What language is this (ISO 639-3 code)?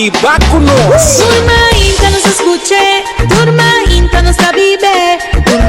pap